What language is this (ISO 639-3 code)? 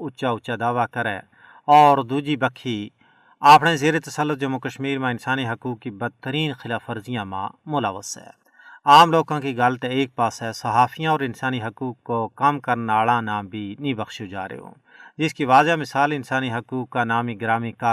gju